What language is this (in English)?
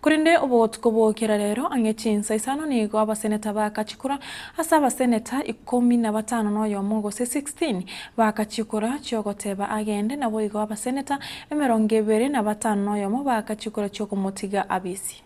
Gusii